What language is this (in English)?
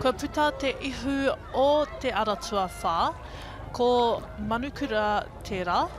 Māori